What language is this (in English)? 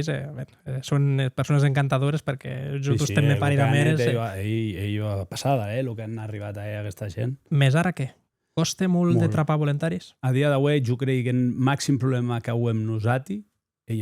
Occitan